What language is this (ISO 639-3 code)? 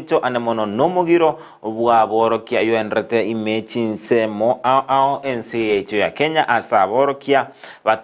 guz